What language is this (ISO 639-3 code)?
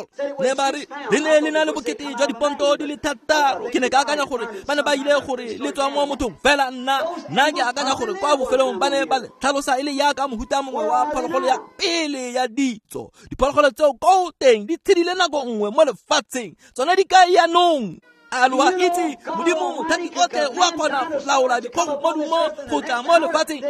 tsn